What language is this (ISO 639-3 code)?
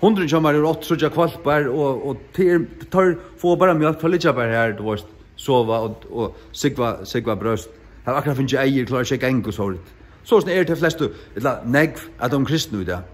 fao